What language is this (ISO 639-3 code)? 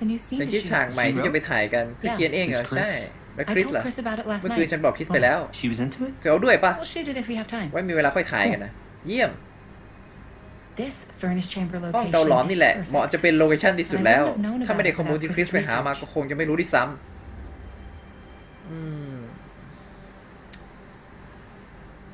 tha